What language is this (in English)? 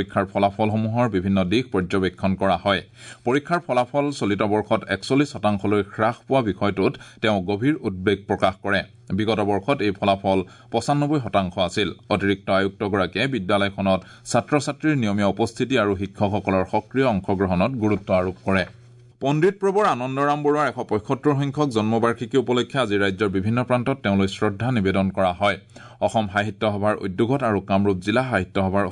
Assamese